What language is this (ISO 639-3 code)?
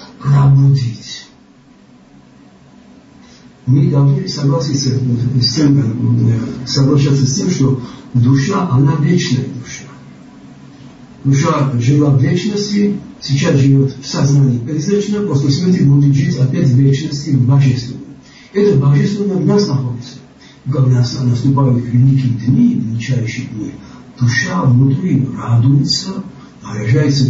rus